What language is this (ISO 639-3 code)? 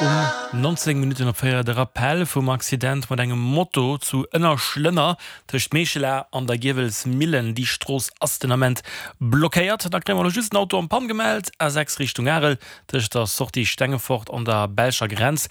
ltz